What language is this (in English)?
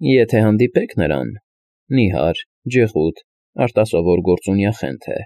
Armenian